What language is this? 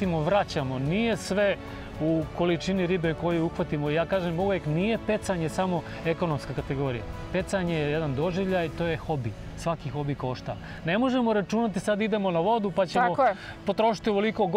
Serbian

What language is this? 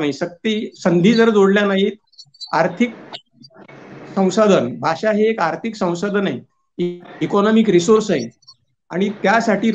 Marathi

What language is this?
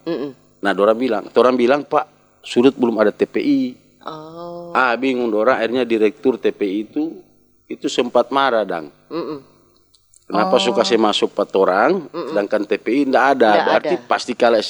Manado Malay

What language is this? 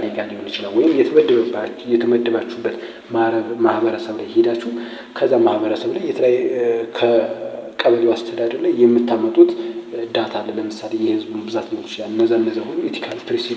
Amharic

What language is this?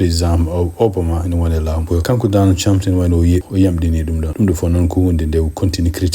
Fula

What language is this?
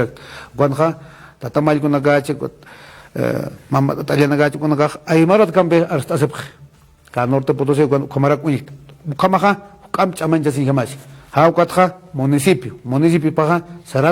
Aymara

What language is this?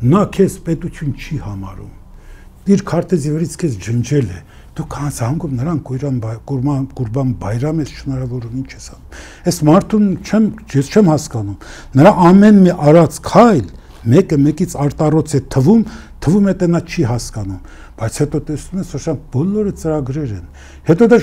Armenian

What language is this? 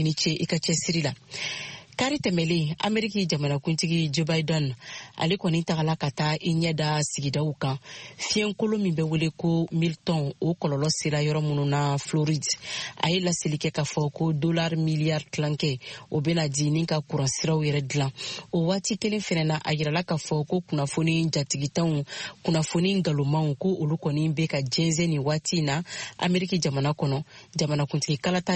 Bambara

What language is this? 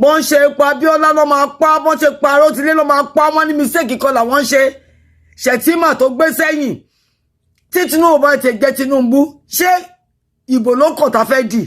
Yoruba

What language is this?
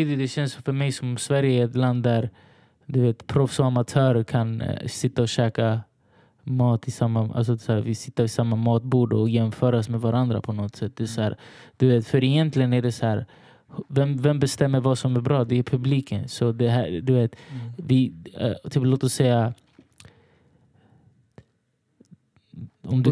Swedish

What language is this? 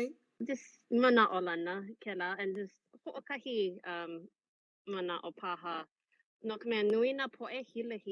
Hawaiian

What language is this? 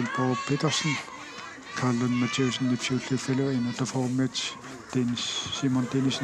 Kalaallisut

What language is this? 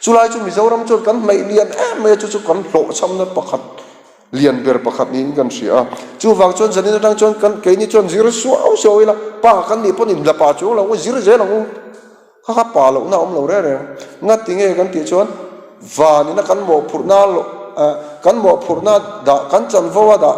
Mizo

